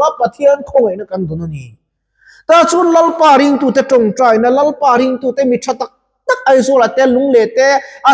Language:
Mizo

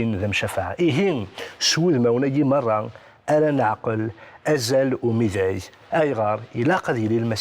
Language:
Kabyle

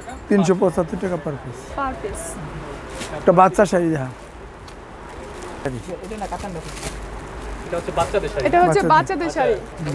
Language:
Bangla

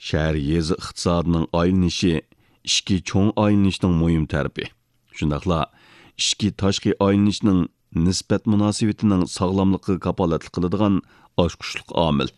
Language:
Uyghur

